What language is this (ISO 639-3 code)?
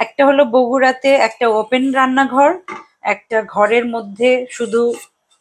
ben